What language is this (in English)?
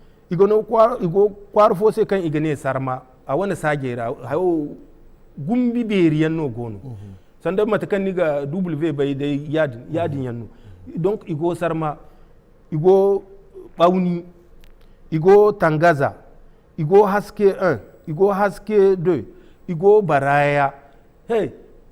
Zarma